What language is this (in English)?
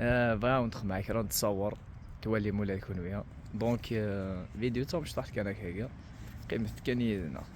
Kabyle